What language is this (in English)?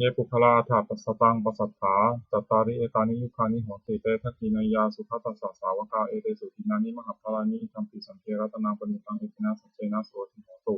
Pali